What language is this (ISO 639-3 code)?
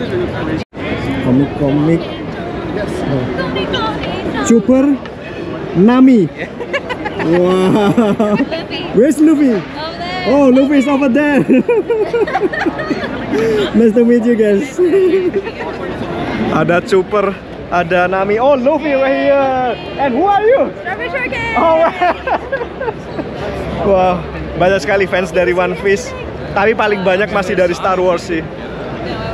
ind